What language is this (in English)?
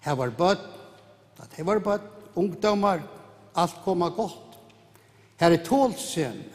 Faroese